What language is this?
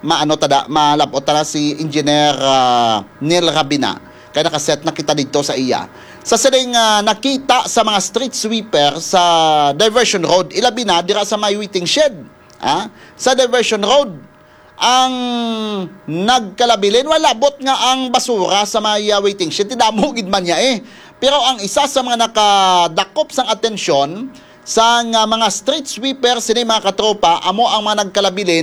Hiligaynon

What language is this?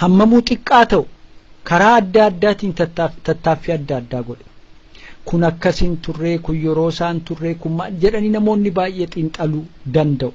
Oromo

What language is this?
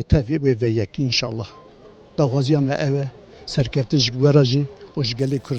Kurdish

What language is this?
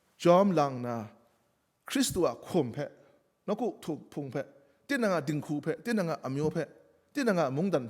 Kachin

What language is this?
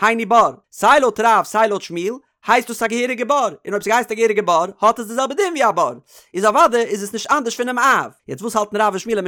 Yiddish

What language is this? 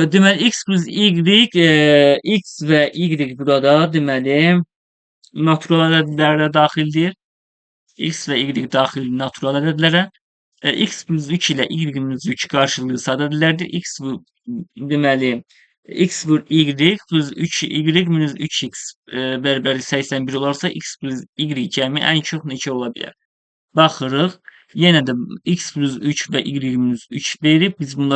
Azerbaijani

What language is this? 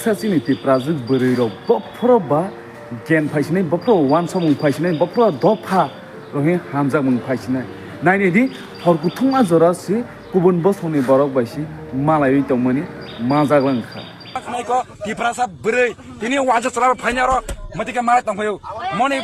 Kok Borok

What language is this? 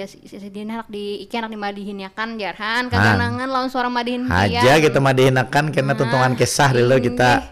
Banjar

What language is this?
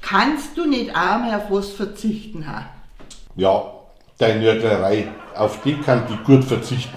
Bavarian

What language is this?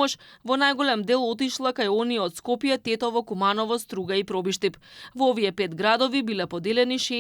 Macedonian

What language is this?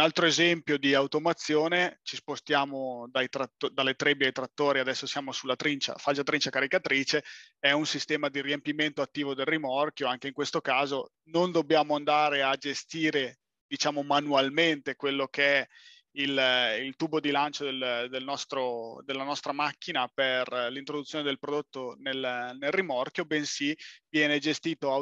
Italian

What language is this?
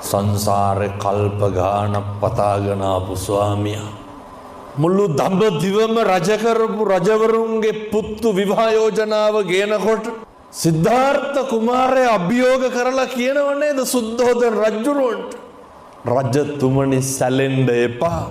Sinhala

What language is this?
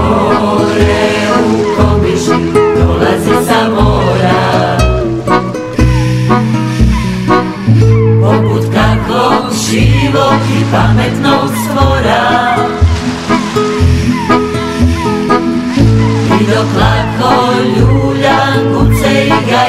Croatian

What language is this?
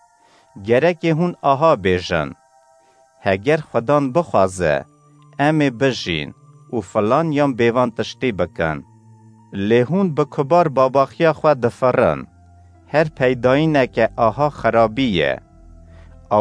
Kurdish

